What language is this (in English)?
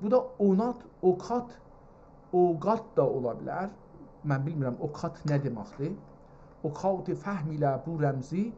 South Azerbaijani